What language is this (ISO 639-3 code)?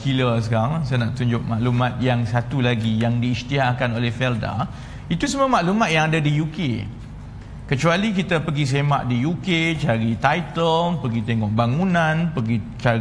msa